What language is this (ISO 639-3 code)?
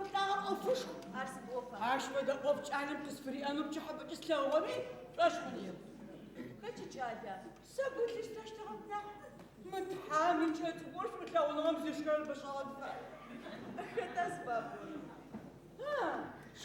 ady